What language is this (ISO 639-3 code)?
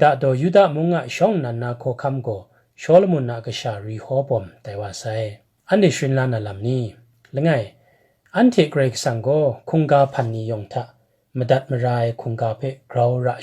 kac